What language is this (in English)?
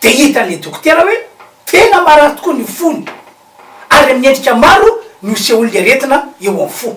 Malagasy